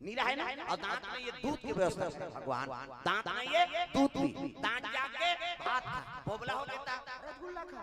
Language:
Chhattisgarhi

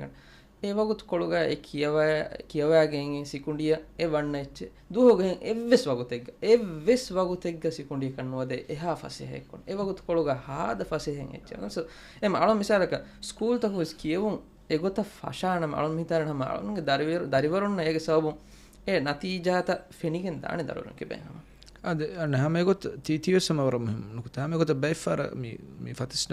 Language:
Divehi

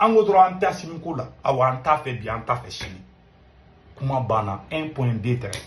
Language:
Bambara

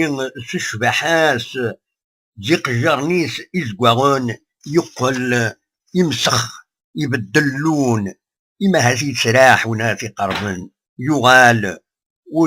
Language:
Kabyle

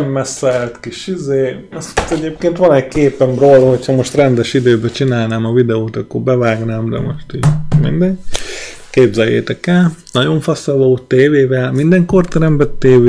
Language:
Hungarian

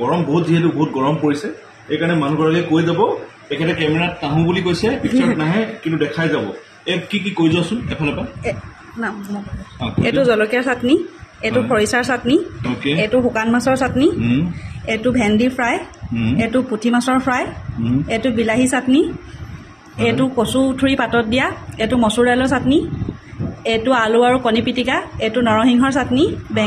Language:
Assamese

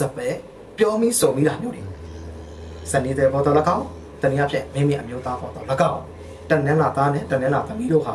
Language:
Burmese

